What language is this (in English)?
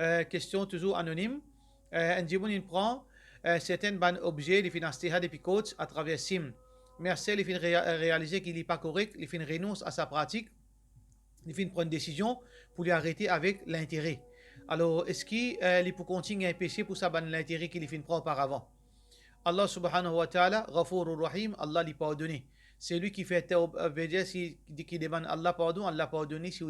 Morisyen